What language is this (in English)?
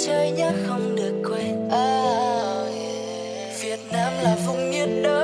Vietnamese